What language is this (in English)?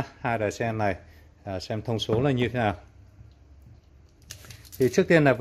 Vietnamese